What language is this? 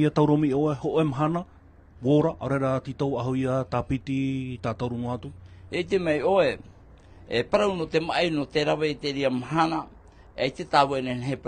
Tahitian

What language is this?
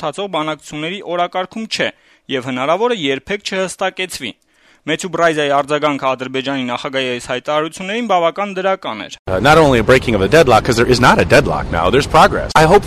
Armenian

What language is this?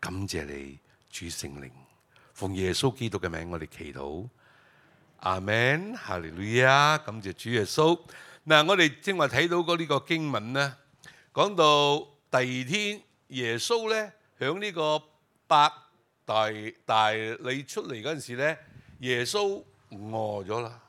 Cantonese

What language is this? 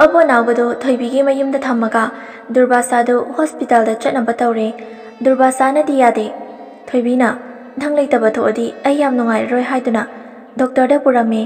Manipuri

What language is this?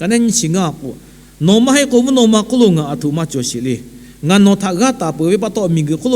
Lahu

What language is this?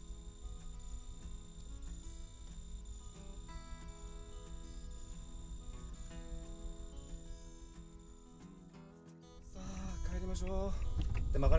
Japanese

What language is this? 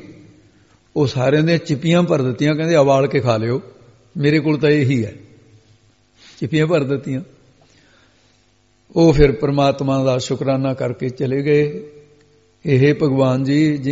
Punjabi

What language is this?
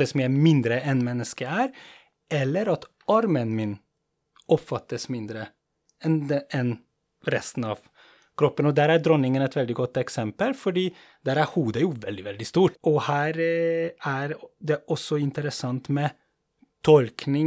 Norwegian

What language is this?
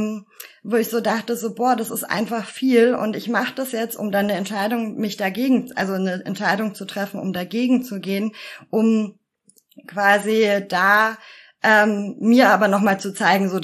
German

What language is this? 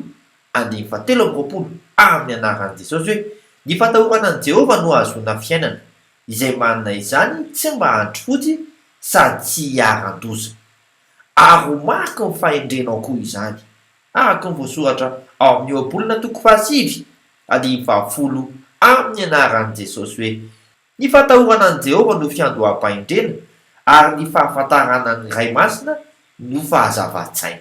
Malagasy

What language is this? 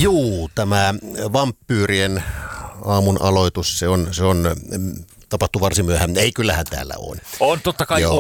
Finnish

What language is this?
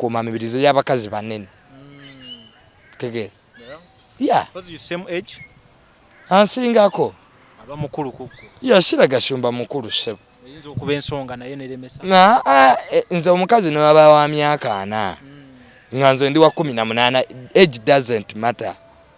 Ganda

